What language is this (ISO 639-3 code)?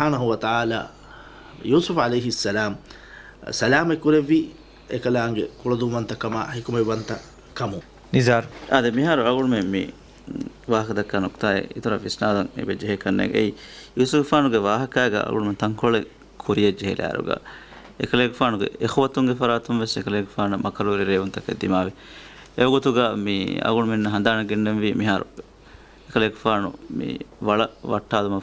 div